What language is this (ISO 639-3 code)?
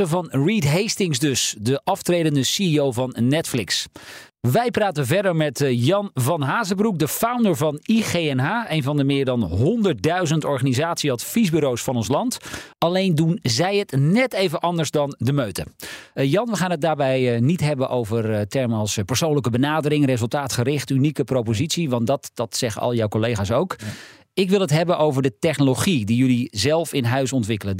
nld